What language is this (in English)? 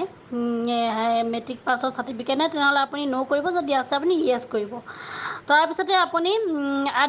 Assamese